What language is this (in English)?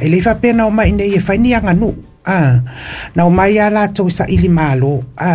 Samoan